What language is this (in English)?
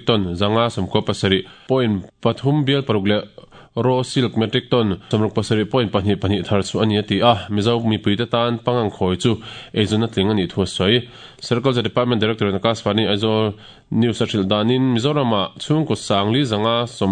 Mizo